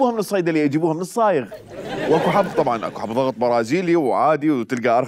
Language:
Mesopotamian Arabic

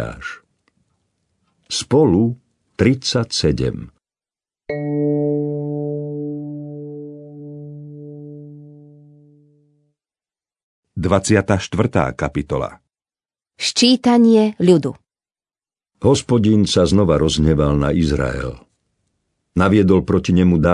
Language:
Slovak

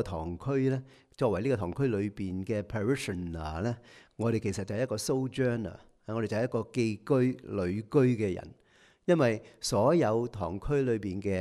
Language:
Cantonese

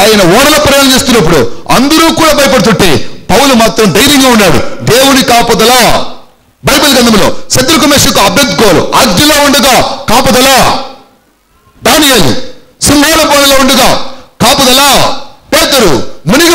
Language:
Telugu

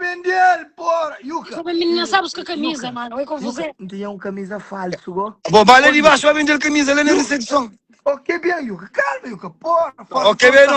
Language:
Kabuverdianu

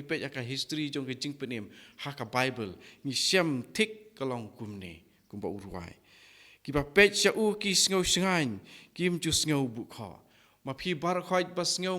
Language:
Khasi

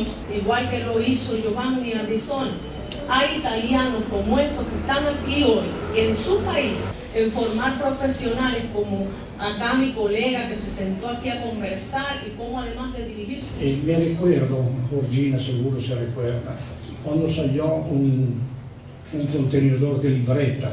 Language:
Spanish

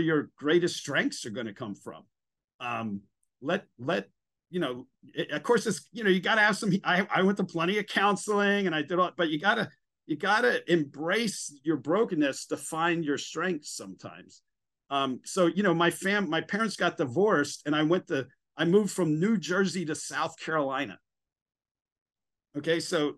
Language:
English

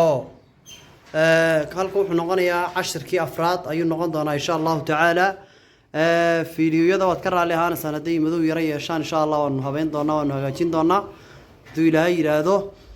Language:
Somali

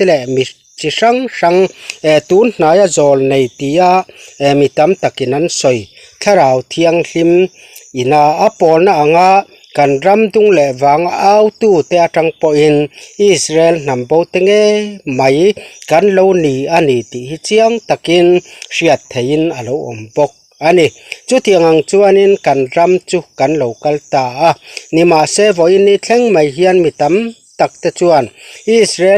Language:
Mizo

